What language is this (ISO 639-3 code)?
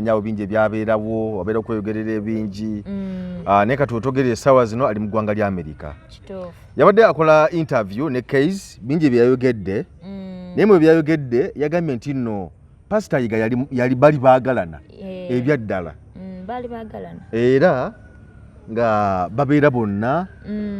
lug